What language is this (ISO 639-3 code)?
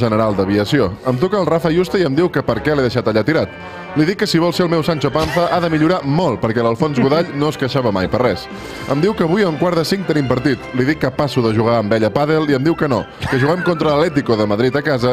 cat